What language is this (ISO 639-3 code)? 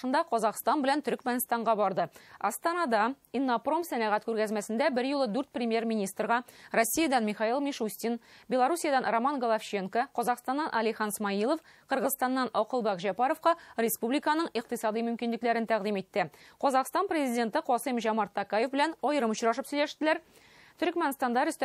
tat